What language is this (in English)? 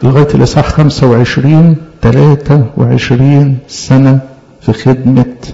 Egyptian Arabic